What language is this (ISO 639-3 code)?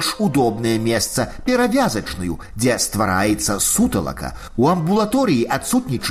bel